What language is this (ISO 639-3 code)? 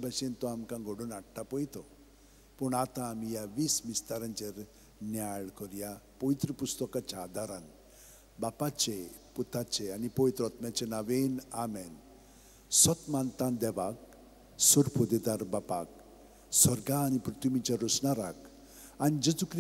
kok